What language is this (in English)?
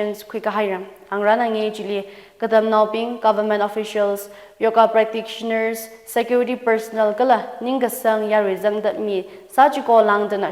Tangkhul Naga (India)